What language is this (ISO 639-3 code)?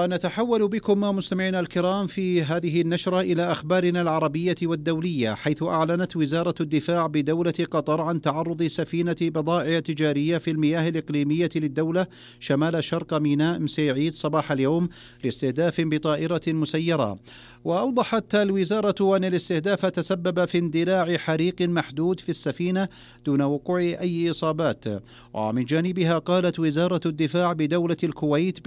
ara